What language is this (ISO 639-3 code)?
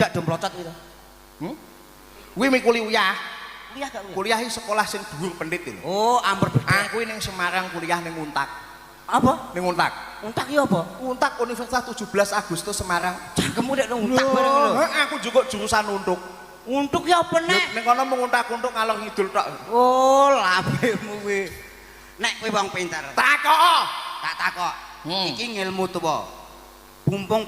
jav